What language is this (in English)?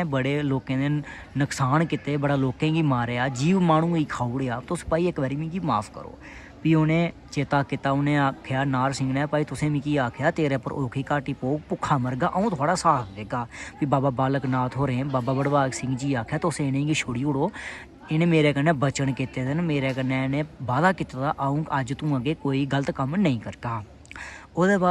Dogri